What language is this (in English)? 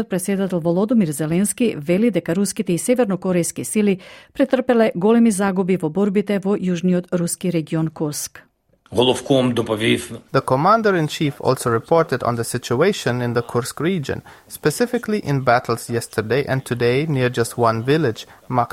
Macedonian